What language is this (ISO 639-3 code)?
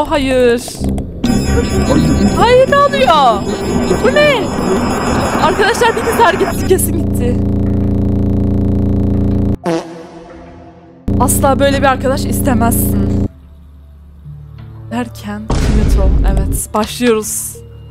tur